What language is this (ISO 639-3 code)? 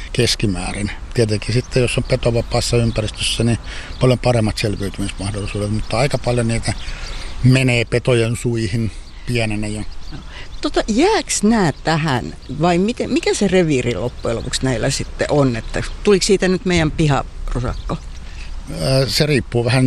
fin